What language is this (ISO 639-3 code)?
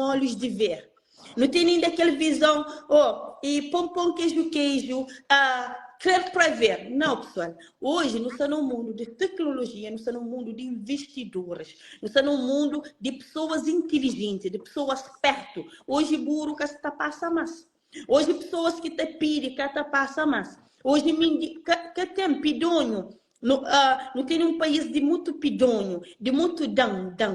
kea